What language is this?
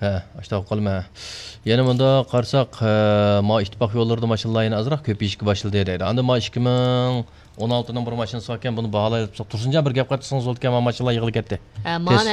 Uyghur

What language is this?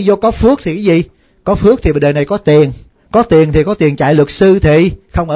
Vietnamese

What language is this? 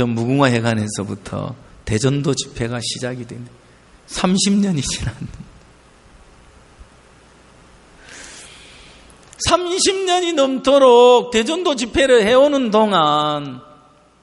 Korean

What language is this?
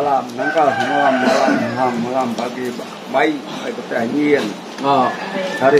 Iban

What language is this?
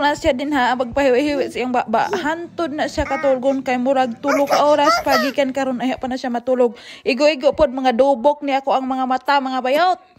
Cebuano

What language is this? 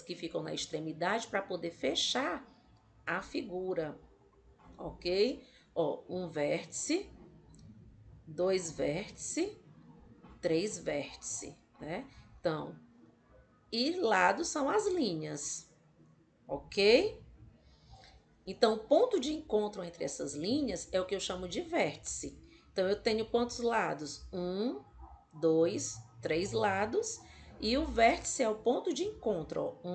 Portuguese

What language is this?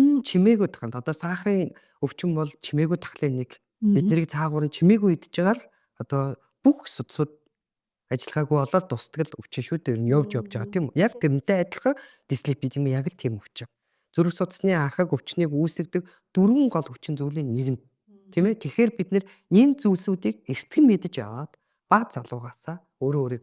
Mongolian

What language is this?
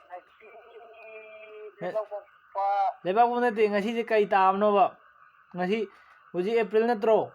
Manipuri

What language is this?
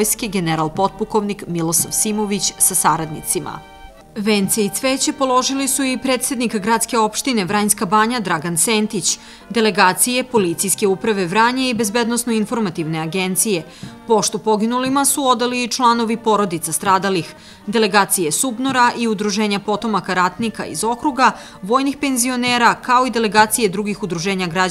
Serbian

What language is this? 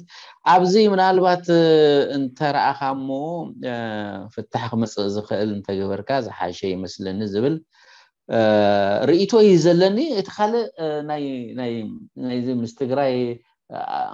Tigrinya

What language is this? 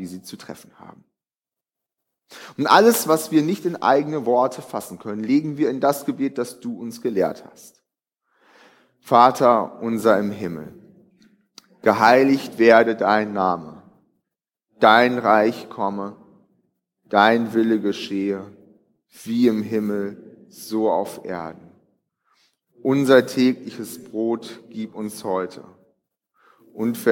German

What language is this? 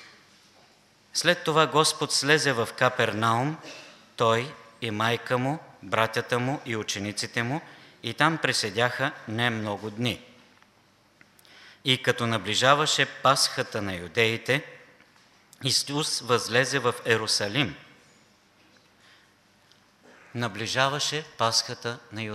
Bulgarian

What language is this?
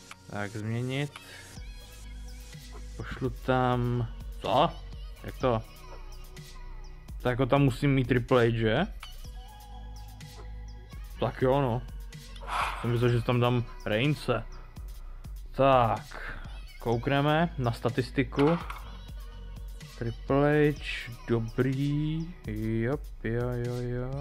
Czech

